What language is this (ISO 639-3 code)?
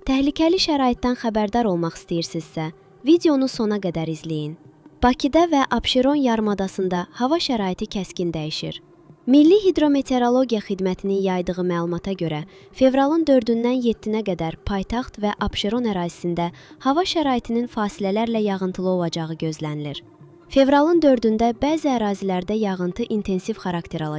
aze